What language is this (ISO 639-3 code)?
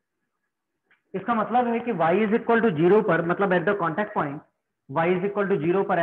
hin